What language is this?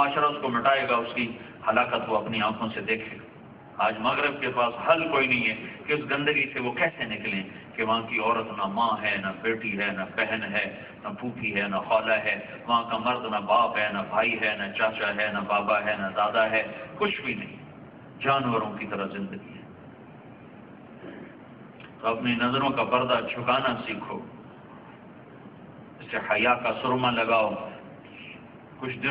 Urdu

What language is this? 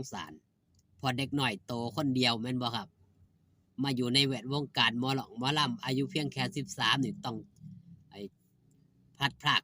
Northeastern Thai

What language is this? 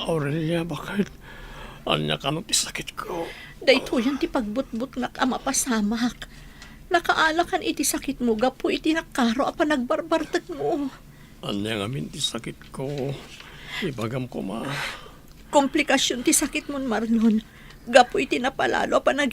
Iloko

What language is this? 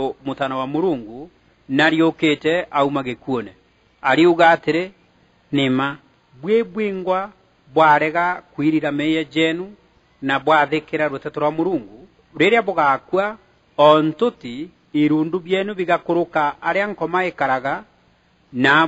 Meru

